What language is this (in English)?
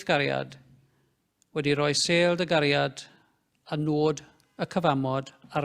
Welsh